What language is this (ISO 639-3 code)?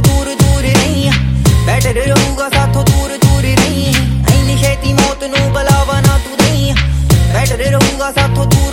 pan